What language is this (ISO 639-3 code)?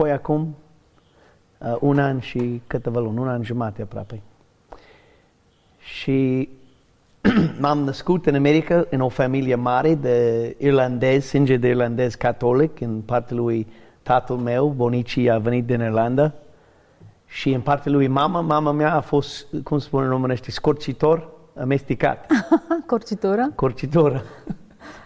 ron